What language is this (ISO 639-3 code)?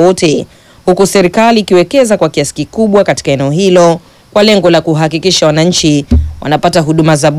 swa